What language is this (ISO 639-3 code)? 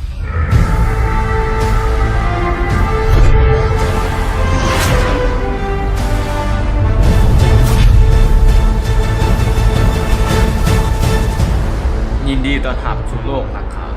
lao